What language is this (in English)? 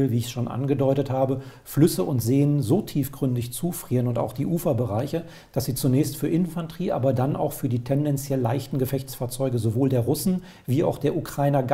German